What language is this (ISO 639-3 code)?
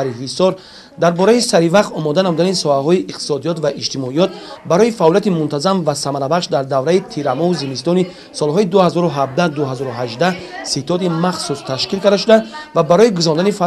tgk